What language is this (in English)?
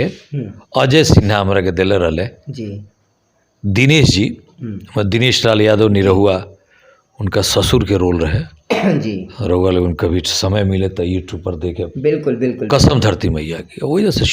Bhojpuri